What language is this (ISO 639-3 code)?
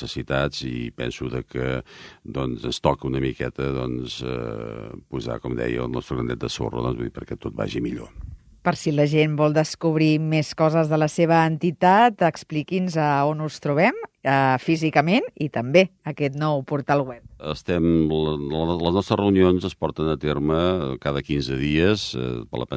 cat